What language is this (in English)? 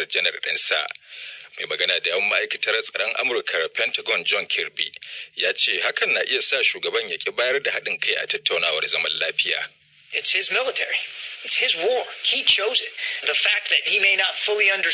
Hausa